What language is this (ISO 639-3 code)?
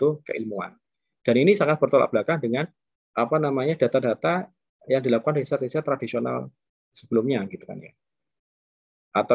ind